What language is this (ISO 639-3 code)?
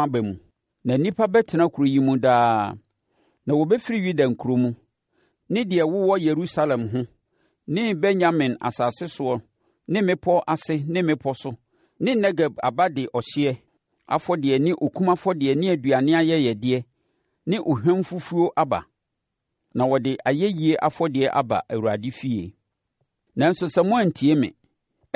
aka